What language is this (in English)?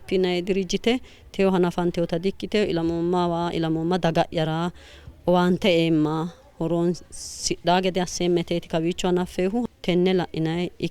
Sidamo